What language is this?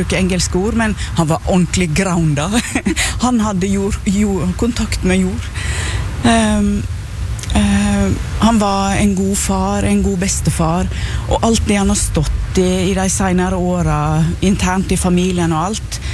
Norwegian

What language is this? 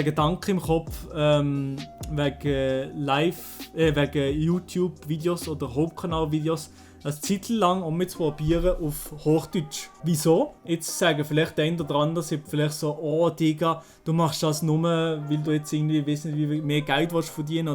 Swiss German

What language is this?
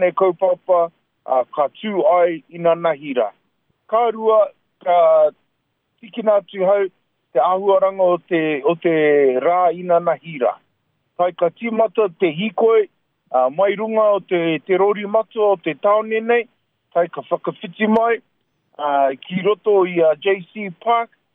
Māori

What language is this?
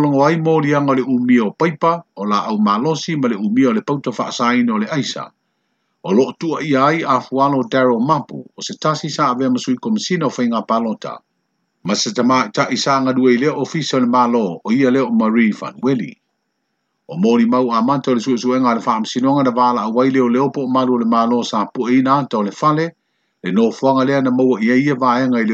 Samoan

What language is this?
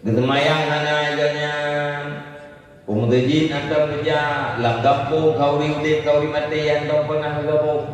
Achinese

